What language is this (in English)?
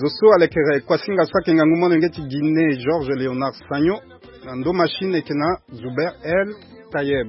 Sango